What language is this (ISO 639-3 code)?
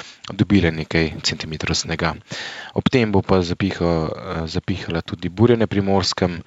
slv